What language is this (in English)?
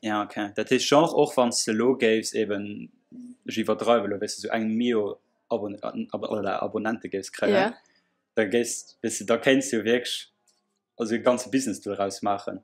Luxembourgish